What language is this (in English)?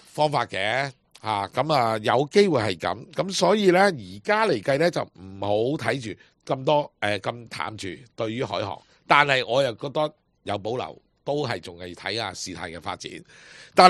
Cantonese